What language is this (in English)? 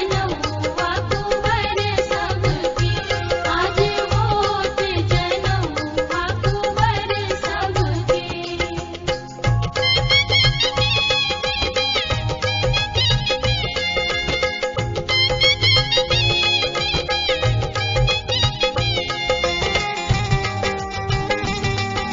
Bhojpuri